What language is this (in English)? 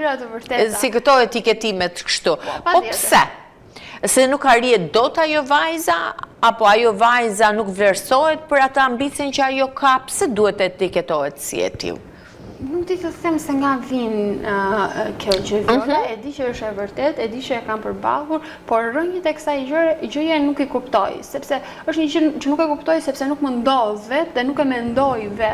Albanian